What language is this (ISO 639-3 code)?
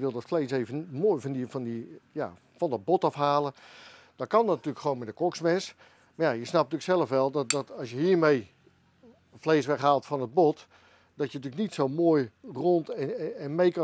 nld